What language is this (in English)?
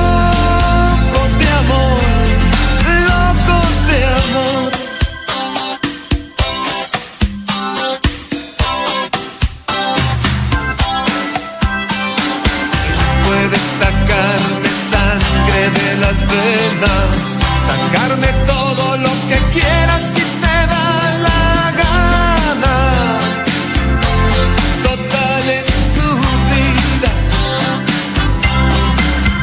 Spanish